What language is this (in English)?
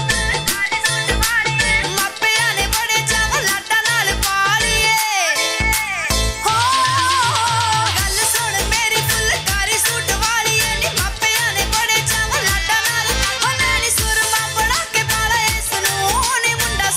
Punjabi